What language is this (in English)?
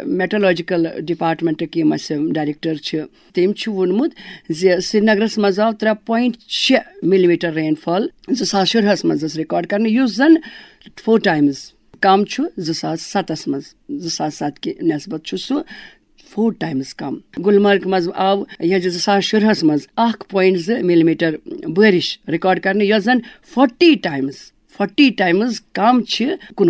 Kashmiri